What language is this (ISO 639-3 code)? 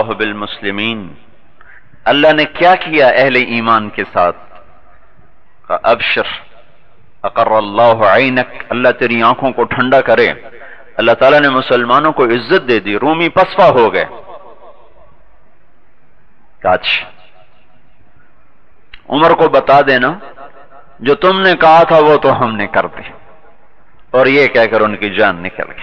urd